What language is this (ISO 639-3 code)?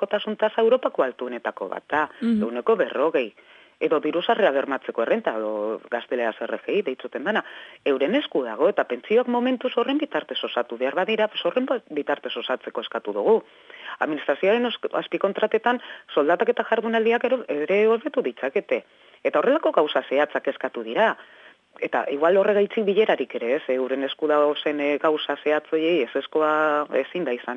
eus